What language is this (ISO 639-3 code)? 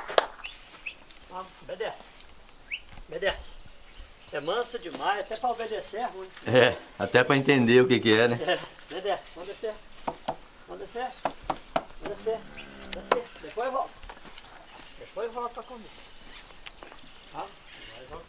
por